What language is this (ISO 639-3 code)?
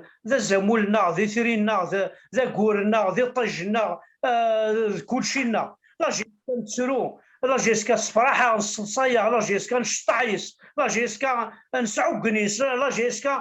kab